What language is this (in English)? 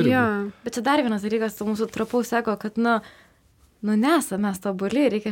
Lithuanian